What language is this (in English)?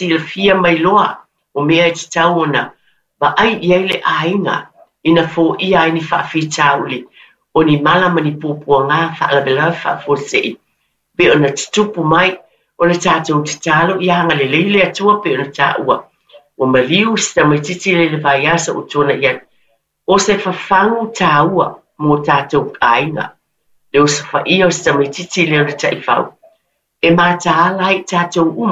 Samoan